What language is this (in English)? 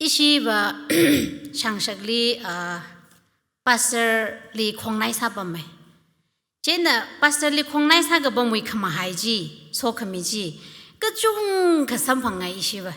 Tangkhul Naga (India)